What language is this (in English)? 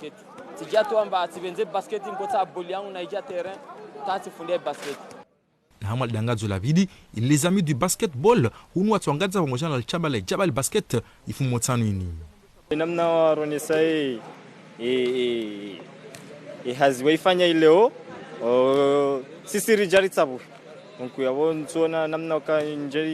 Ngazidja Comorian